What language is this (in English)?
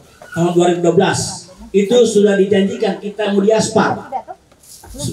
Indonesian